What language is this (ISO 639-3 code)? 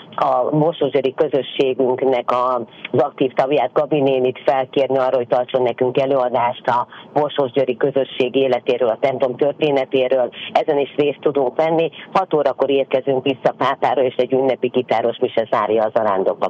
hun